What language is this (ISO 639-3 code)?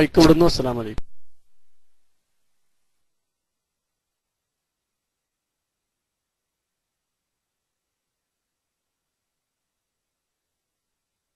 mal